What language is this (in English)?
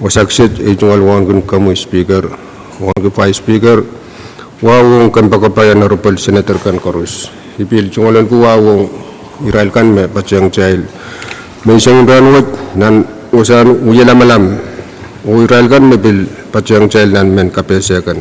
Pohnpeian